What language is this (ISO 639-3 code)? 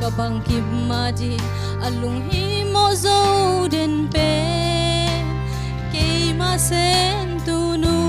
ctd